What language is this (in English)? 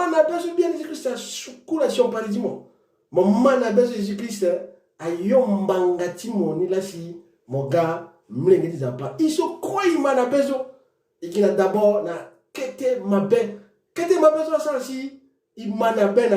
Sango